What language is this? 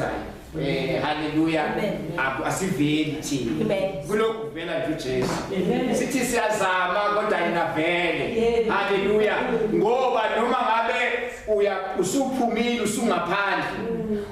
Zulu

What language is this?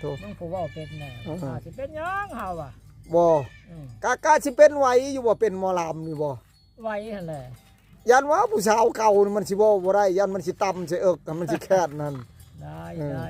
Northeastern Thai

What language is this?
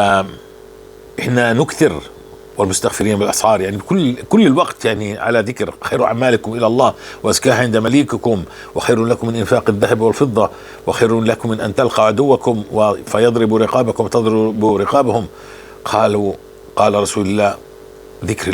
North Levantine Arabic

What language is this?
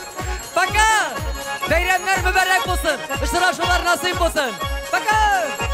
Tatar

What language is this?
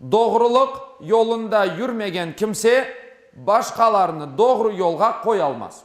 Crimean Tatar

